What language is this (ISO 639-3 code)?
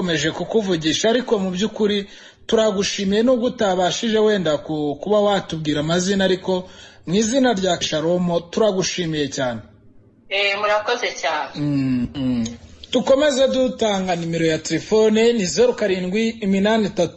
kin